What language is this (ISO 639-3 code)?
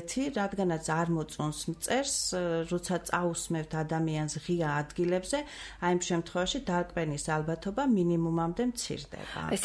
kat